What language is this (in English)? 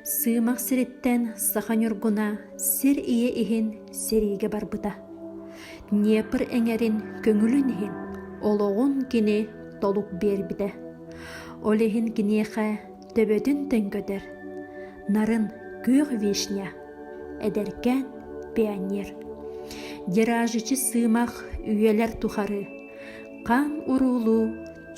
Yakut